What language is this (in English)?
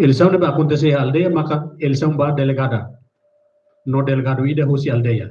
Tetum